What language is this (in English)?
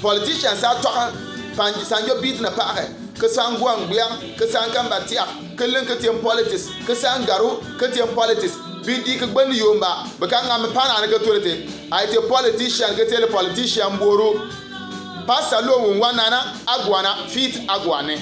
Bimoba